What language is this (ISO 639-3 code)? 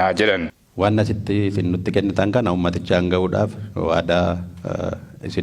orm